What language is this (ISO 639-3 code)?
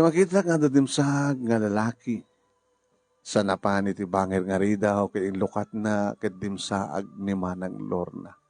ilo